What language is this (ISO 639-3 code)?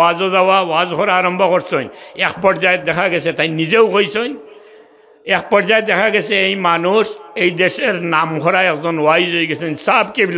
syl